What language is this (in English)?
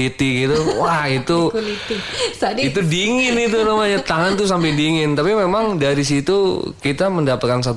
Indonesian